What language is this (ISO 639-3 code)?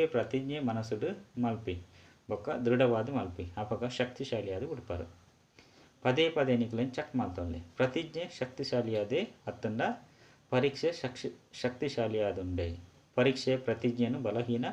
tcy